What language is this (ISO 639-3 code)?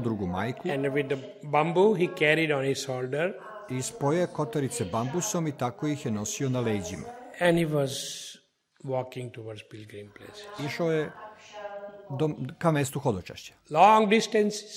srp